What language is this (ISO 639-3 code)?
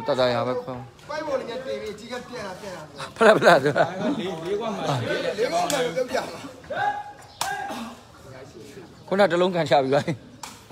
mya